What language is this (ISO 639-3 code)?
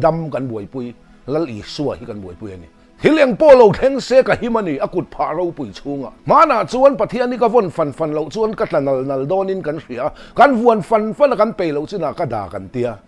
lus